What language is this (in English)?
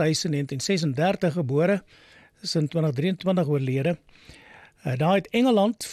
Afrikaans